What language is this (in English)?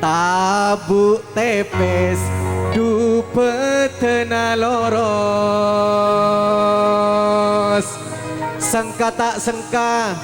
Madurese